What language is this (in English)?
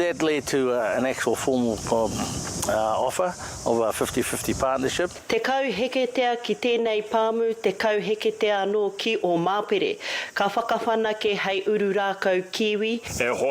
Māori